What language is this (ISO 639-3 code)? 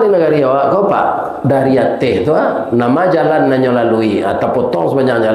min